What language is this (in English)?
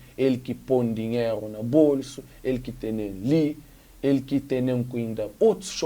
Kabuverdianu